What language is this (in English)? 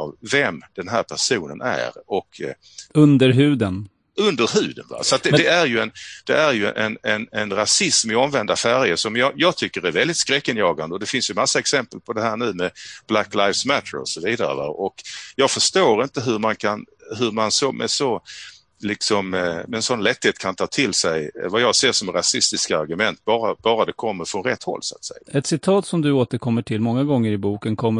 Swedish